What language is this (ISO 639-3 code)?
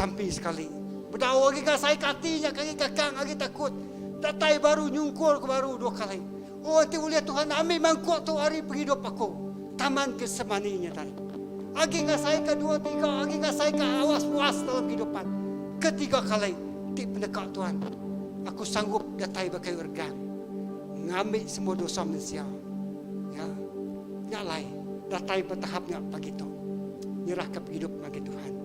iba